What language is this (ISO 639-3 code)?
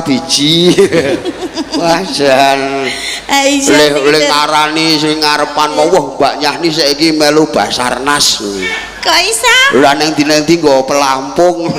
jav